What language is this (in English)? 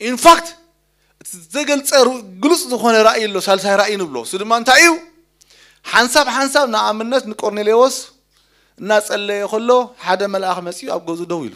Tigrinya